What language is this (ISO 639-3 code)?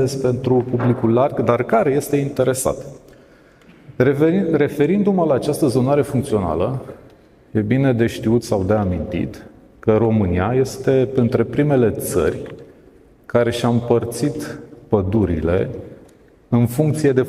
ron